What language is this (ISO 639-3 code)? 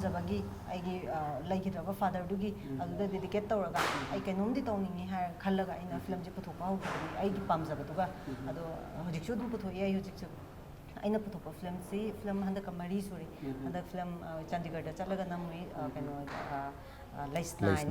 mni